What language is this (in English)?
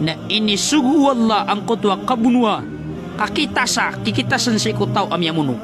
Maranao